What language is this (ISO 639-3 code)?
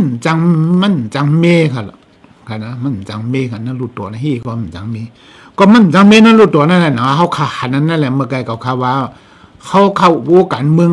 shn